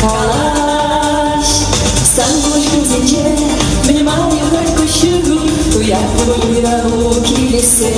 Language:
Chuvash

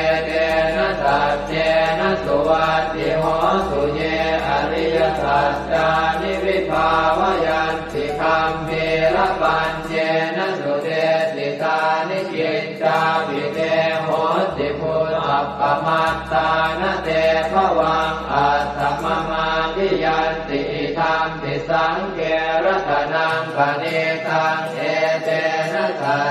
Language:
Pali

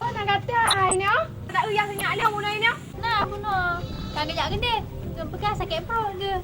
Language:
Achinese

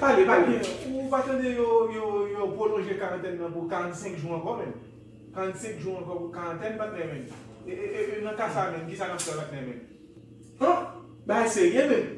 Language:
Haitian Creole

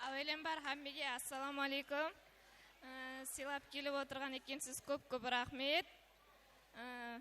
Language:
Kara-Kalpak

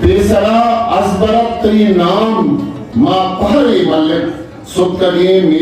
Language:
Eastern Balochi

